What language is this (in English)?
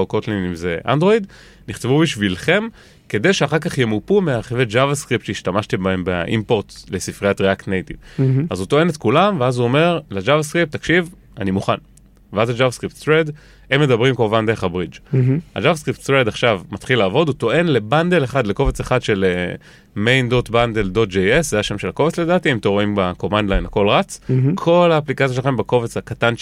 Hebrew